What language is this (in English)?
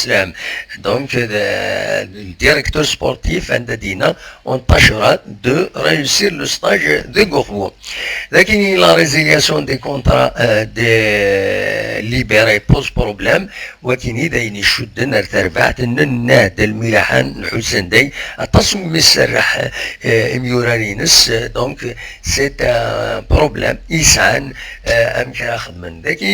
Kabyle